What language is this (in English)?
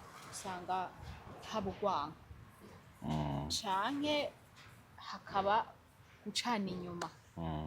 Rundi